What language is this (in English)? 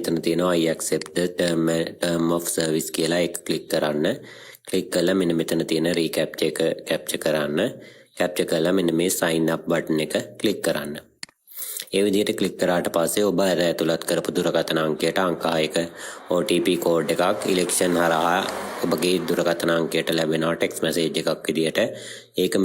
Sinhala